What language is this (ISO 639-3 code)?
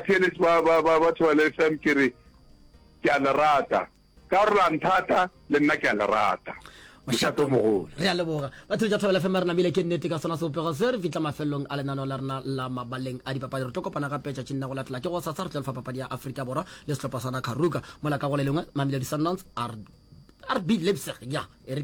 nso